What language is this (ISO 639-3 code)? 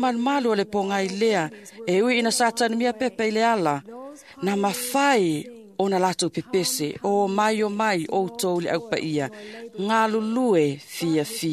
smo